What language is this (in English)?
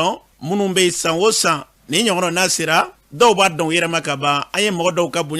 Bambara